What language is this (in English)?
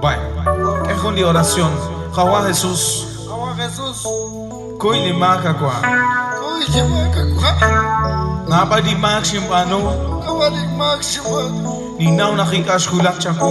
Kekchí